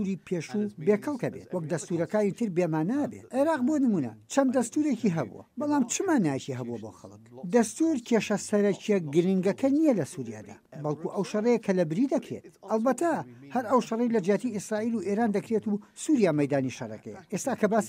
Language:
Central Kurdish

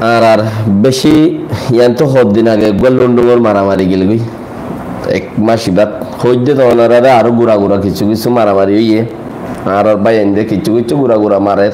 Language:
Rohingya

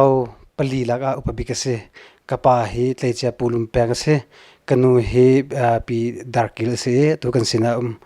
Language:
Hakha Chin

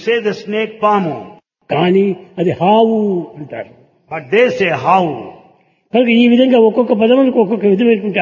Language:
Telugu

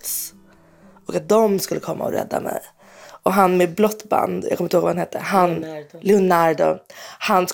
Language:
Swedish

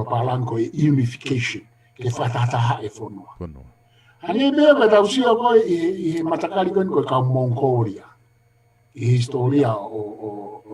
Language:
Tongan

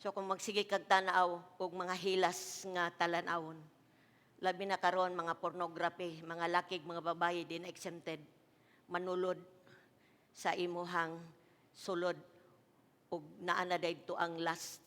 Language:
Cebuano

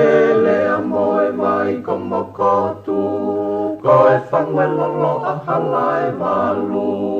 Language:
Tongan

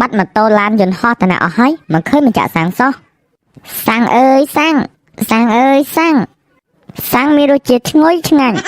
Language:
Khmer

